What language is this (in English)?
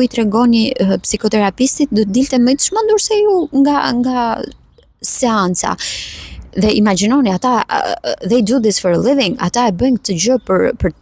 Albanian